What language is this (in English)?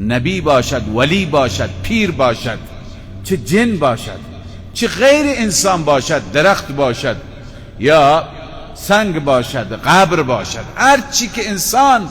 Persian